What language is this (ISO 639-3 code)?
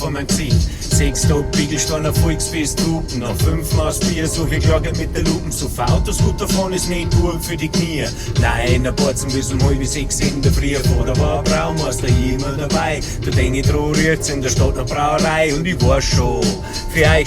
bar